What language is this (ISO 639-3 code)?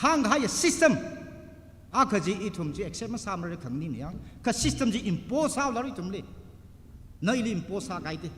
nmf